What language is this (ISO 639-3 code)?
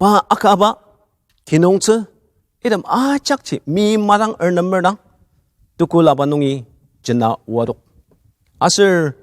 njo